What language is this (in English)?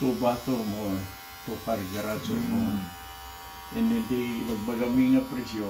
Iloko